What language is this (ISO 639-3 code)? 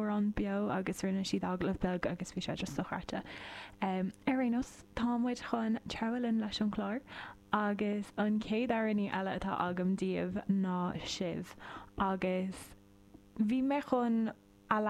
gle